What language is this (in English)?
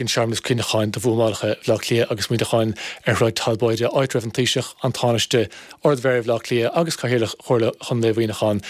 Irish